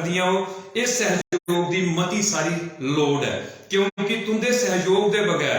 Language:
Dogri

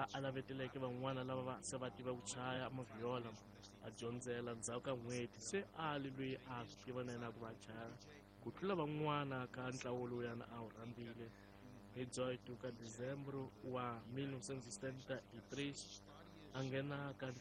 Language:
Tsonga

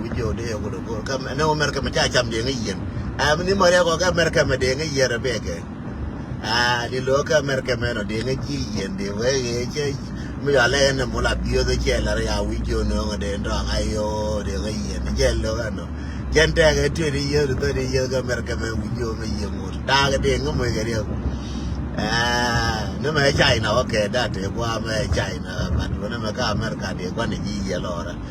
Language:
Nuer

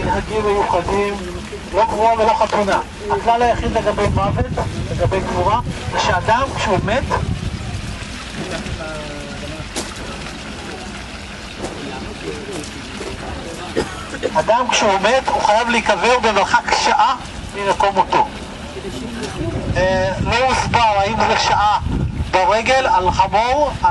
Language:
Hebrew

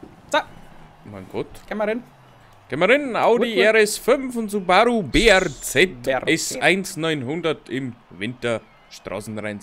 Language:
Bavarian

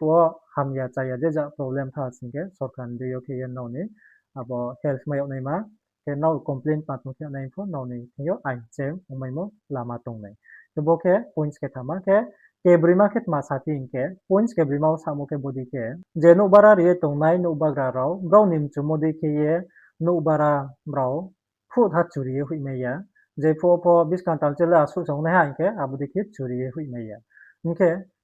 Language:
Riang (India)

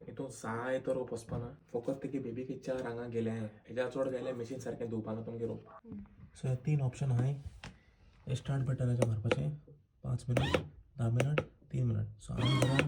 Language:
Konkani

